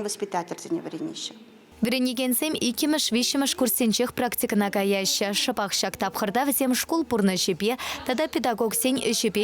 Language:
Chuvash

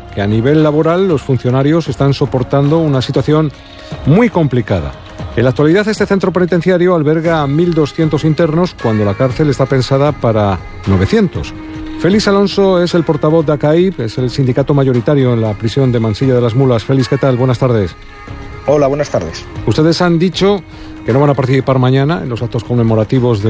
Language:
Spanish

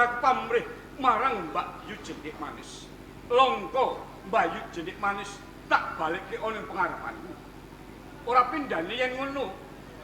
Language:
Javanese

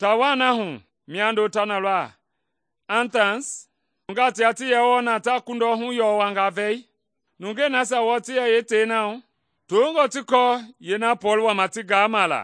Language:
Mende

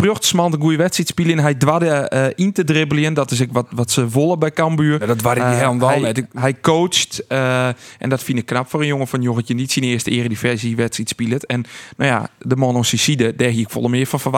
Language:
Western Frisian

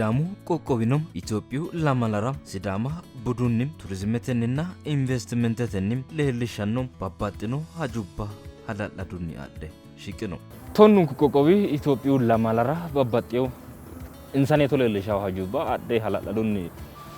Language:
Sidamo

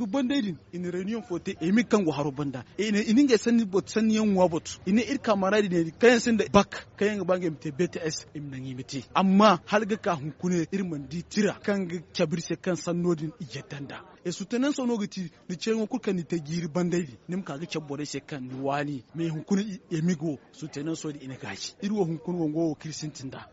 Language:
Zarma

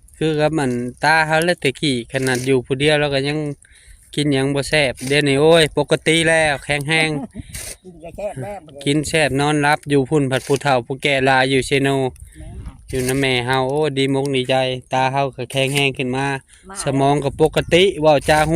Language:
Northeastern Thai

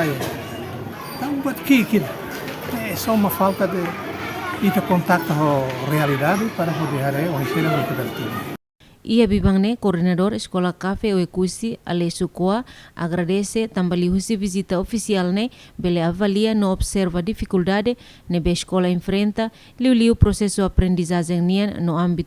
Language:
Tetum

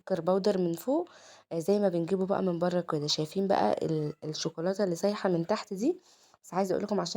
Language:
Egyptian Arabic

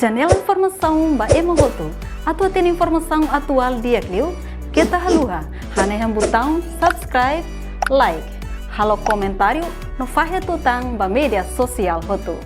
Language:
Tetum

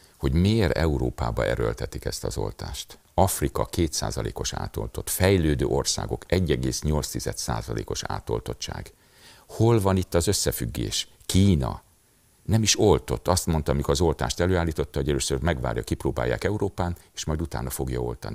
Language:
Hungarian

